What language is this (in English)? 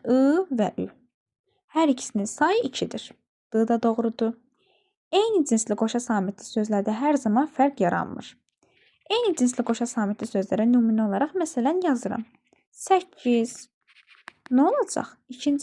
Azerbaijani